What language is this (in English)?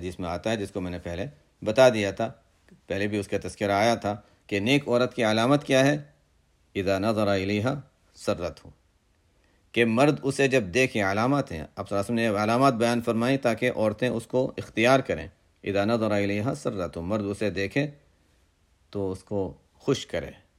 Urdu